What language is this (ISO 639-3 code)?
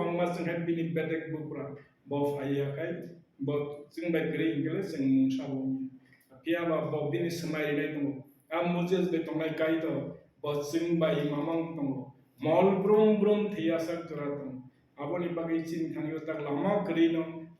trp